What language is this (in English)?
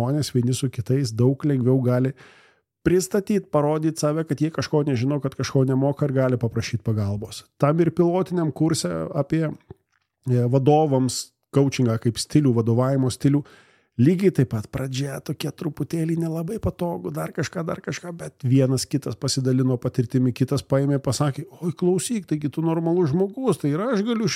Lithuanian